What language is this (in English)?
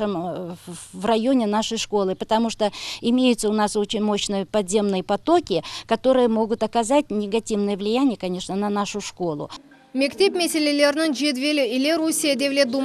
Crimean Tatar